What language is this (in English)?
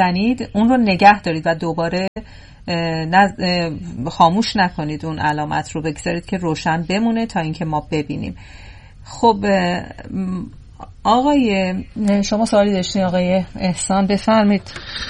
Persian